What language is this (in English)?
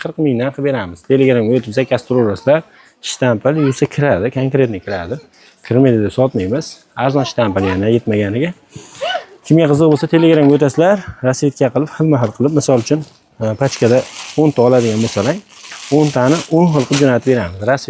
Uzbek